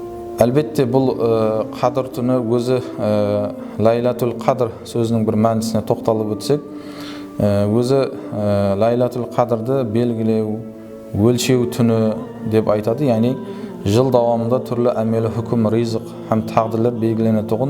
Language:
Kara-Kalpak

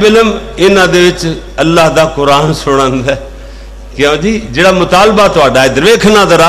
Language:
Western Panjabi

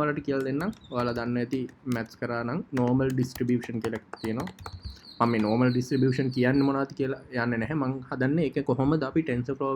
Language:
Sinhala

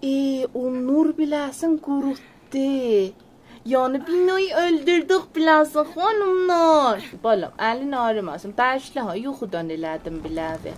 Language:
South Azerbaijani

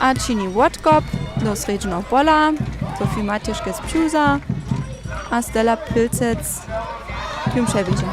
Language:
Upper Sorbian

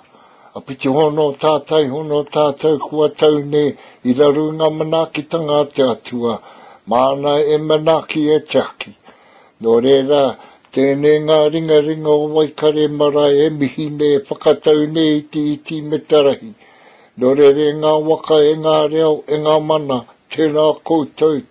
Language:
Māori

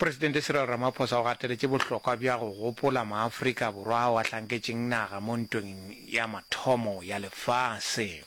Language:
Northern Sotho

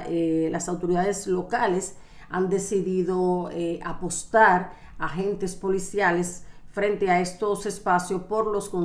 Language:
Spanish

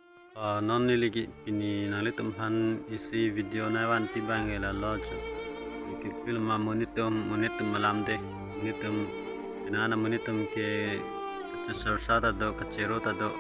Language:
Karbi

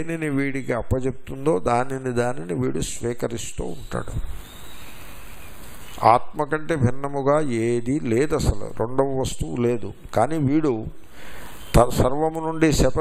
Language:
Telugu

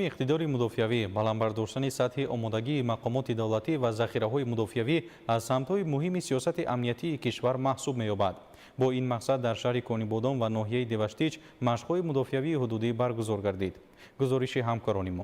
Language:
Tajik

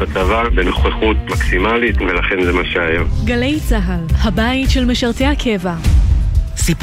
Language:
Hebrew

